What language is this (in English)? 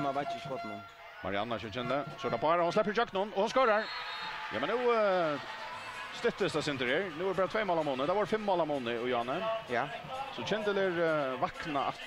Faroese